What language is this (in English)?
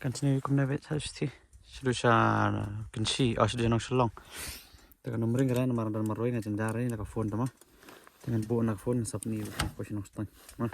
Khasi